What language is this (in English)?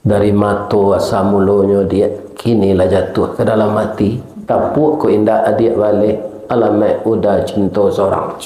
Minangkabau